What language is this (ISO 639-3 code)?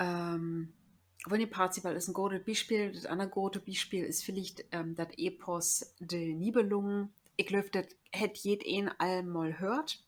nds